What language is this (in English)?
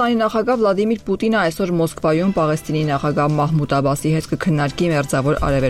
Armenian